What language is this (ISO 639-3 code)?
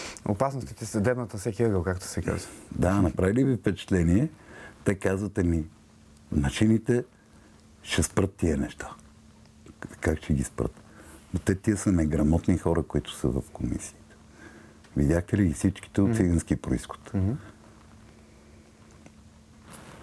bul